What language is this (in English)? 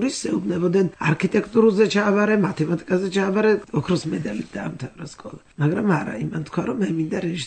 Georgian